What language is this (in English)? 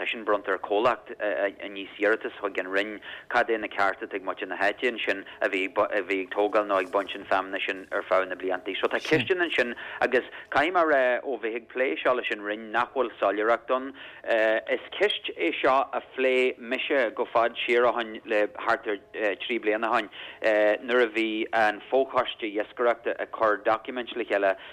Irish